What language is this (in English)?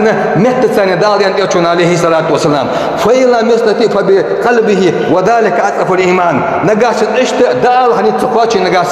Ingush